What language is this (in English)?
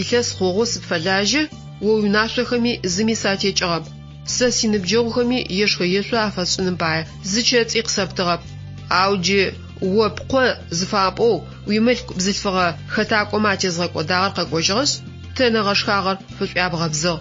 Adyghe